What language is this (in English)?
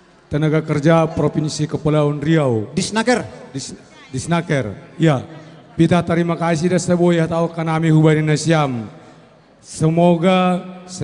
Batak Simalungun